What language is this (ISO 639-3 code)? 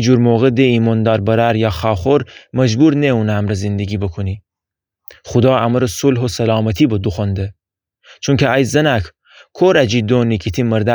glk